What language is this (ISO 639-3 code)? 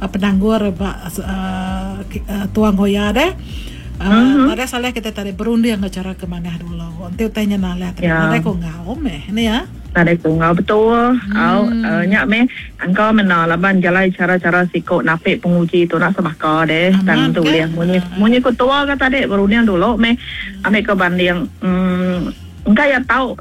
iba